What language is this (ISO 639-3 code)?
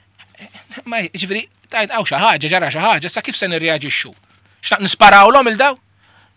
mlt